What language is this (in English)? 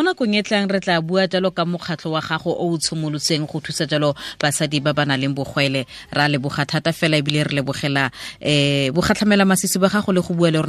Tswana